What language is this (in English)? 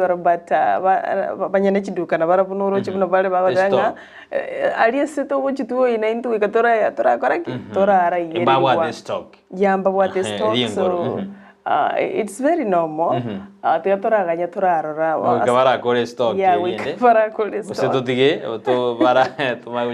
Gusii